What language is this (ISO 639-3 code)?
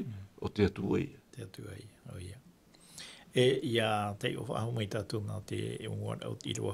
tah